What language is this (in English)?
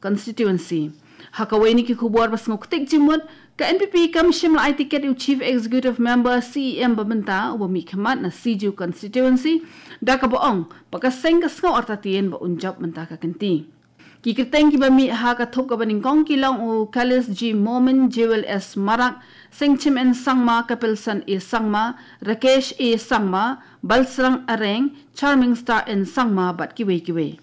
Khasi